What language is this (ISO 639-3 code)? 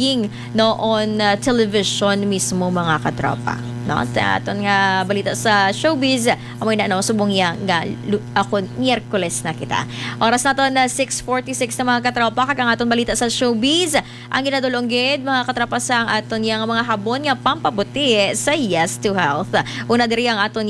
hil